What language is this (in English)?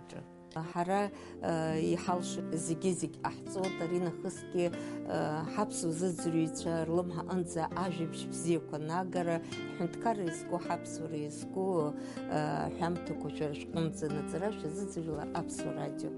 Abkhazian